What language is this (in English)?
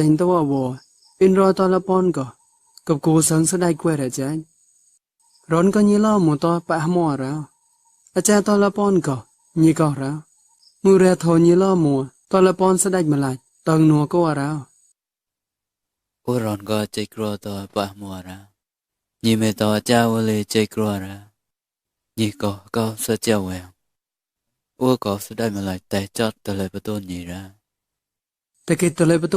Mon